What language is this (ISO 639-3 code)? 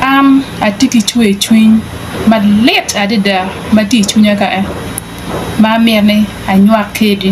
ach